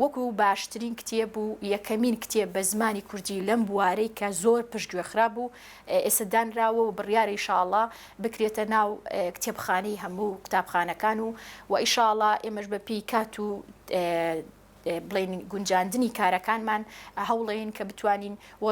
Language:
Central Kurdish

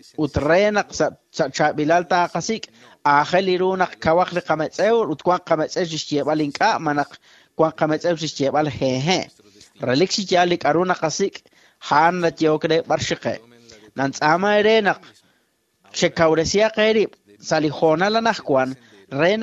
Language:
Kekchí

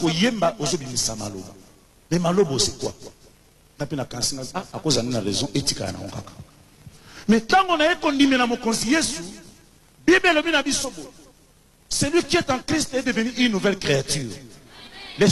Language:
Lingala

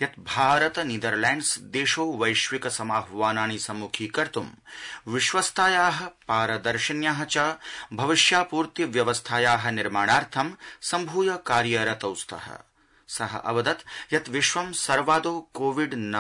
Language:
Sanskrit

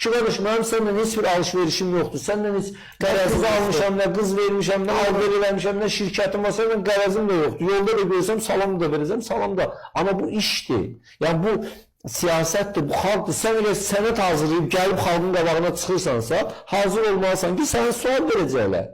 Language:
Azerbaijani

